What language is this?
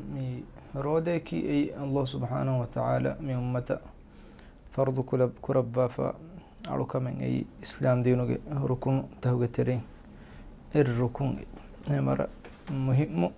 Divehi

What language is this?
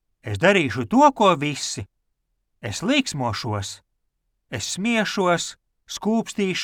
Latvian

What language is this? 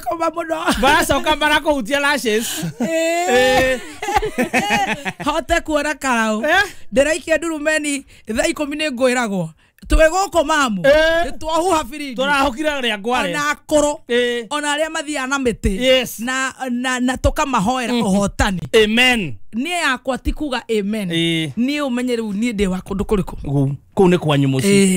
Kikuyu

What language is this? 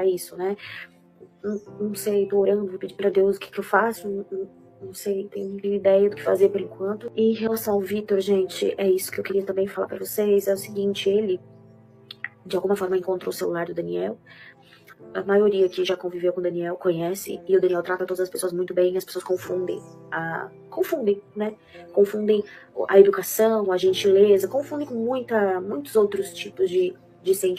Portuguese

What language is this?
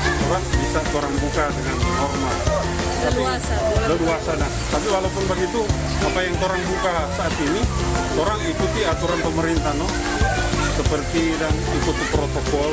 Manado Malay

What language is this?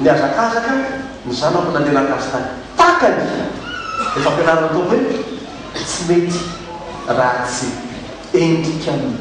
Malagasy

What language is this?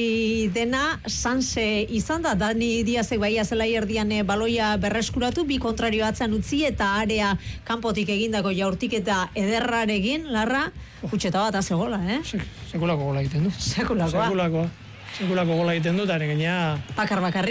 Basque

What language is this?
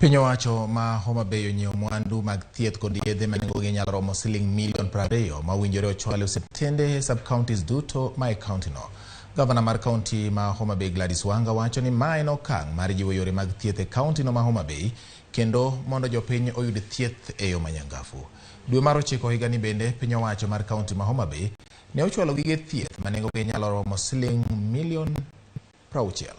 Luo (Kenya and Tanzania)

